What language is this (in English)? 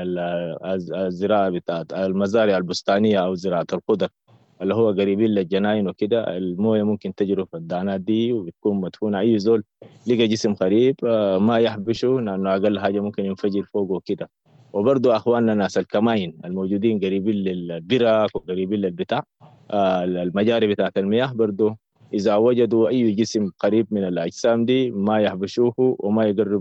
Sudanese Arabic